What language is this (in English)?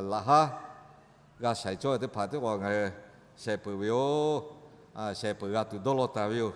Lahu